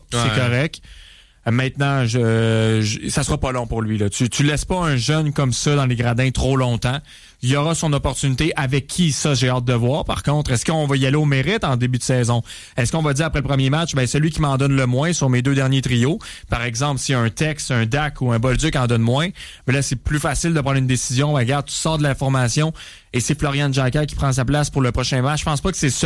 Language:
French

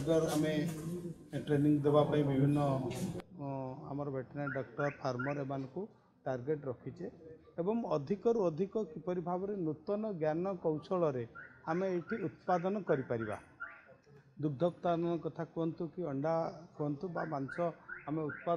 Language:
Odia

